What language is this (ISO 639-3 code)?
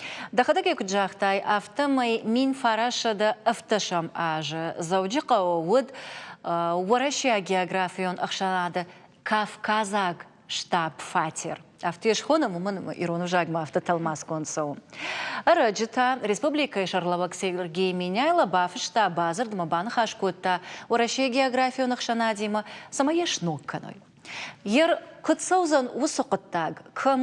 oss